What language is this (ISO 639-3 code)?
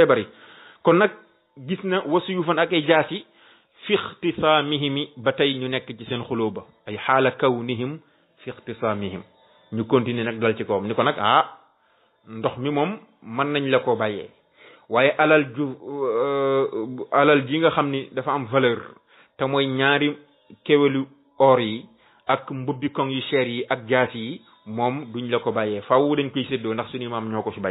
wol